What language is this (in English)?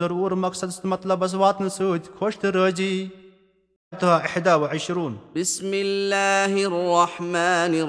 Kashmiri